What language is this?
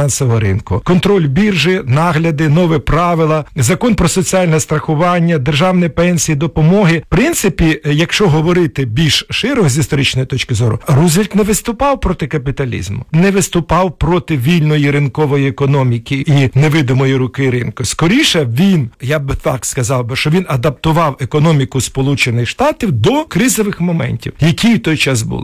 Ukrainian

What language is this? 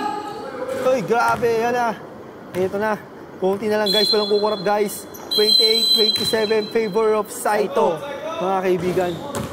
Filipino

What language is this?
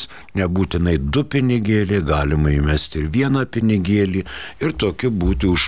Lithuanian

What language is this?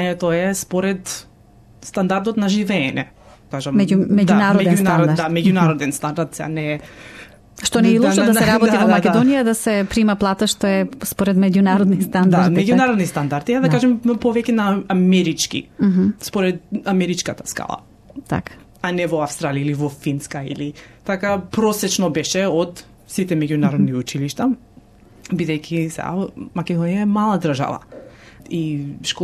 Macedonian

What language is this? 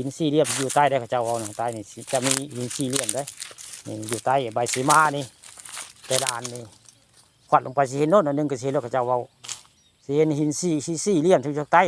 Northeastern Thai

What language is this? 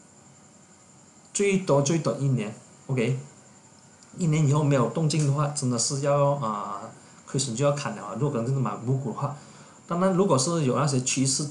Chinese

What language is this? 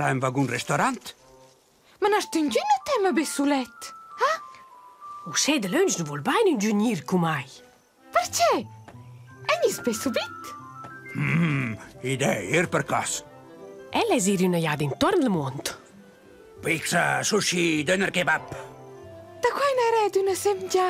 Romansh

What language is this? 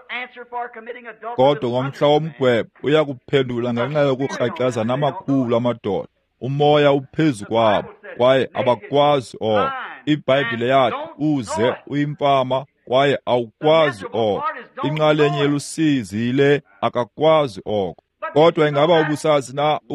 Xhosa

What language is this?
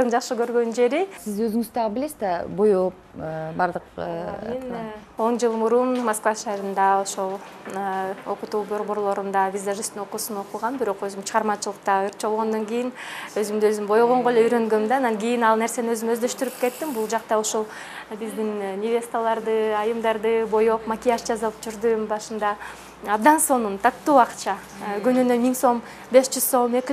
Kyrgyz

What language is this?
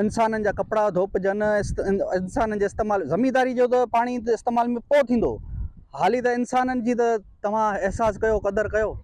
Sindhi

